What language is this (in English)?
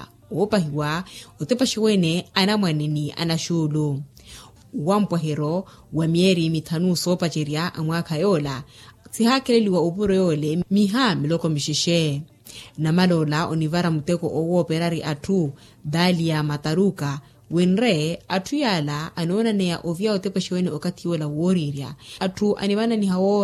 Makhuwa